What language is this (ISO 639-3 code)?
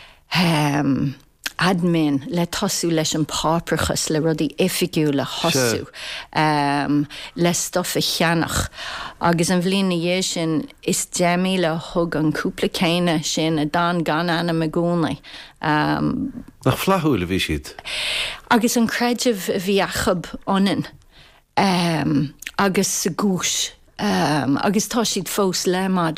gle